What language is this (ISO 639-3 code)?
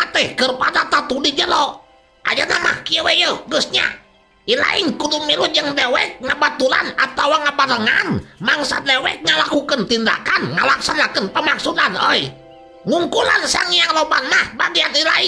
sun